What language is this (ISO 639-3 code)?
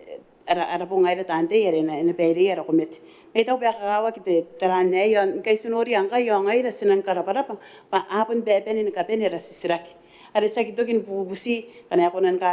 gil